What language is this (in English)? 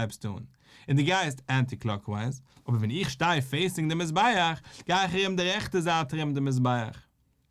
Yiddish